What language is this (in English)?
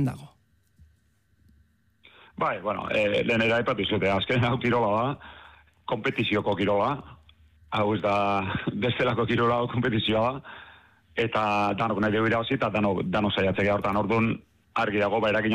Basque